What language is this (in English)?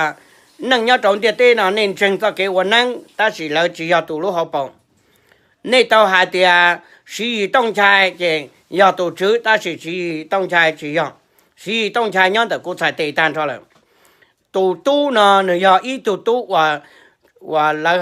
Hmong